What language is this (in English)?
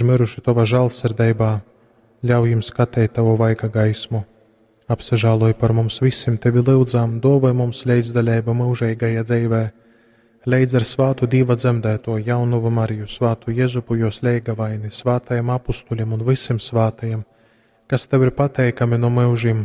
Latgalian